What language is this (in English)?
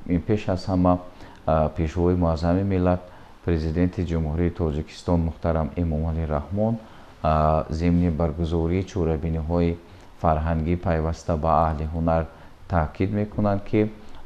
Tajik